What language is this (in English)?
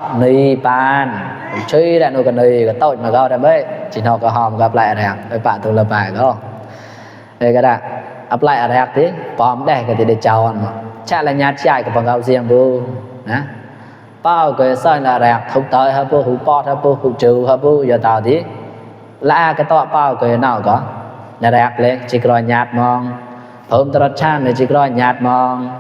Mon